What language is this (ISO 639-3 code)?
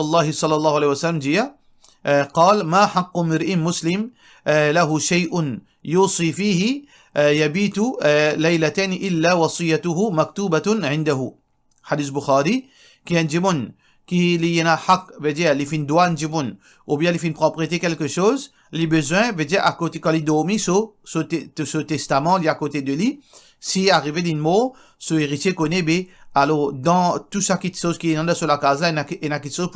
mfe